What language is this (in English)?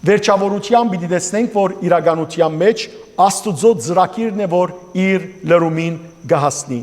Western Armenian